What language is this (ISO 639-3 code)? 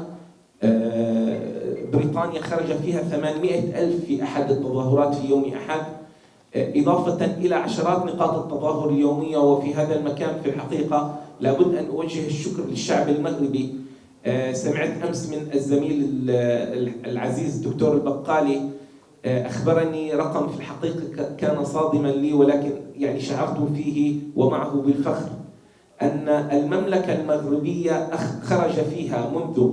ara